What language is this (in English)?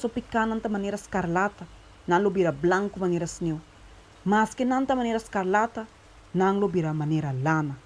Papiamento